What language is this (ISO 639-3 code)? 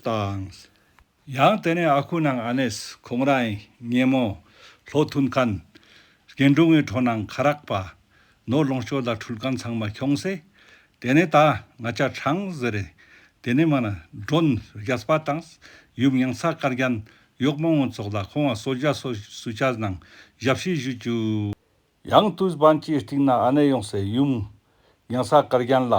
lbj